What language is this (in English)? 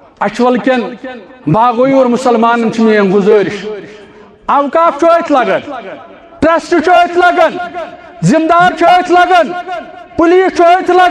Kashmiri